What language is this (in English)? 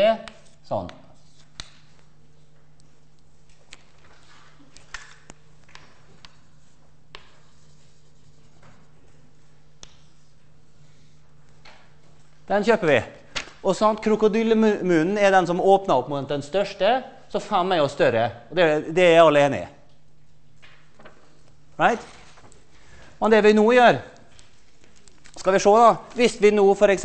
Norwegian